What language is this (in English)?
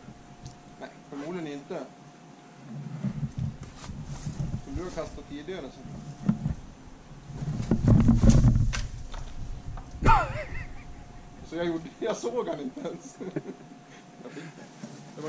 Swedish